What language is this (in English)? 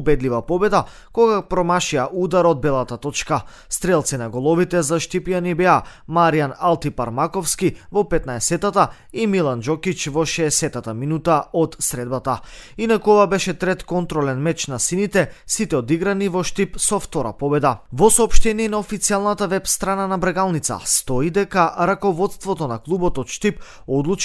Macedonian